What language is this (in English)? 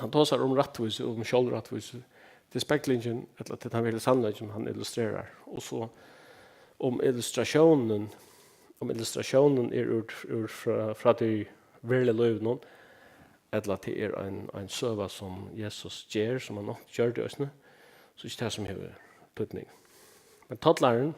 Faroese